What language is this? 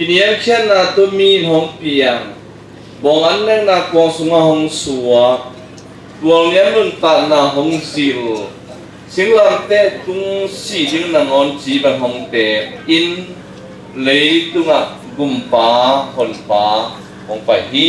Tedim Chin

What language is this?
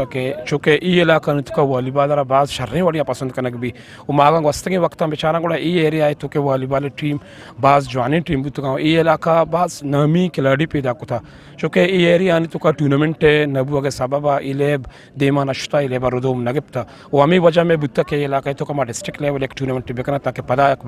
Eastern Balochi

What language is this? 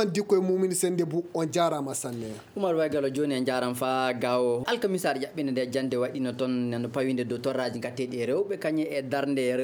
Nigerian Fulfulde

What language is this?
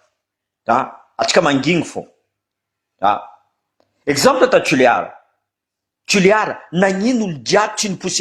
Malagasy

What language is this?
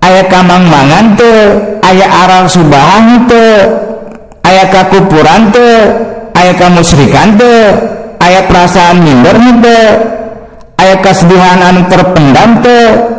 Sundanese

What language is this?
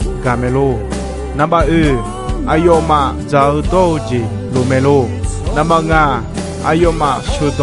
Akha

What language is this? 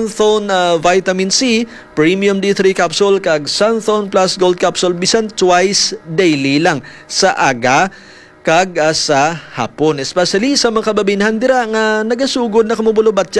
Hiligaynon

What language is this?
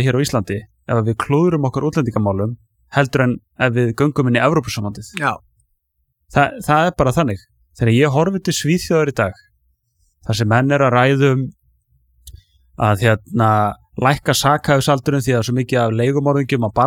Icelandic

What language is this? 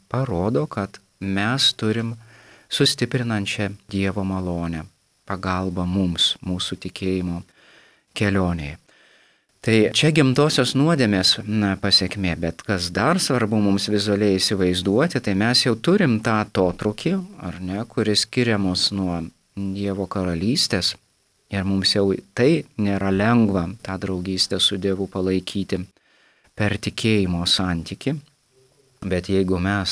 Lithuanian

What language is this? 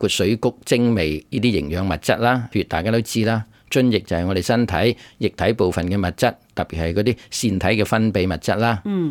Cantonese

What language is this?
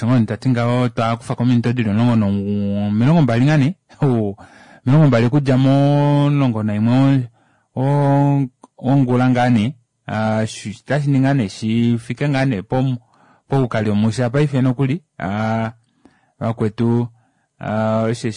Kuanyama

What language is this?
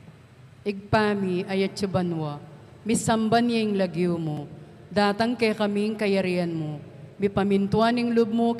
Pampanga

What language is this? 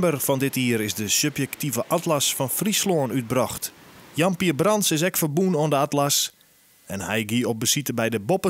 Western Frisian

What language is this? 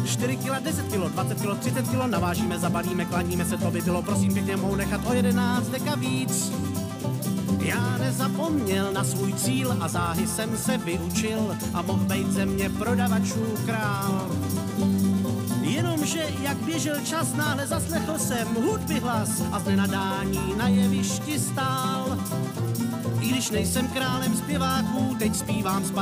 Czech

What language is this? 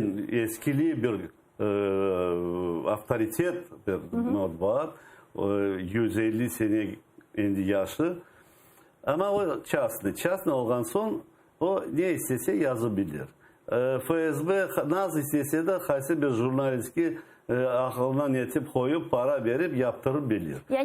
Crimean Tatar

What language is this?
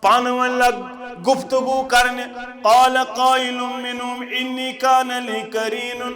Kashmiri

